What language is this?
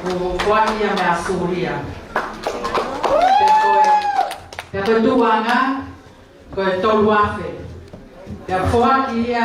Tongan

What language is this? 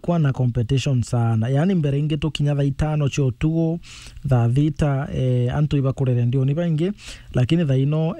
Meru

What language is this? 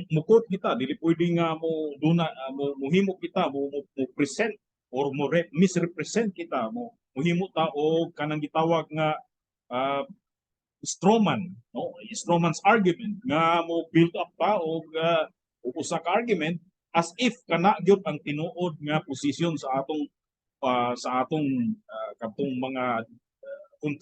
Cebuano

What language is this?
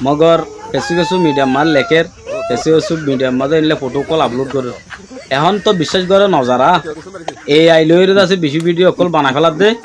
Rohingya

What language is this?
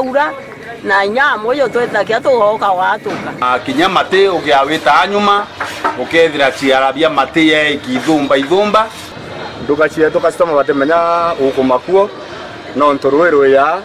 Meru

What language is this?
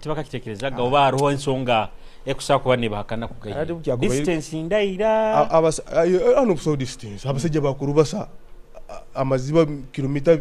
Nyoro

